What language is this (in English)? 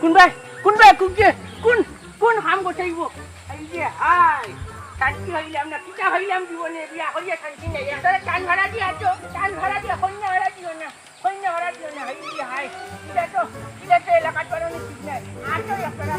Sylheti